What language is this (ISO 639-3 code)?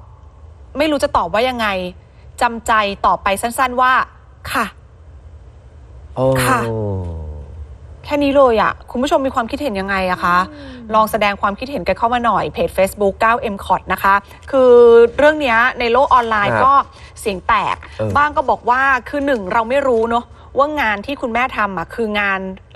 tha